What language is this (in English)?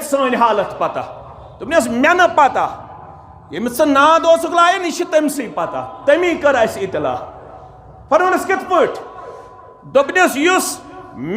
Kashmiri